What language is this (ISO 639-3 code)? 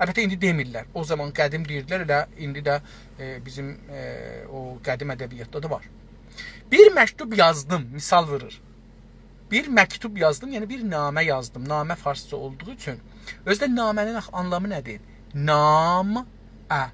azb